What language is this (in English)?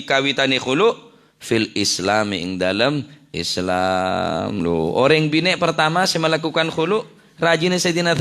Madurese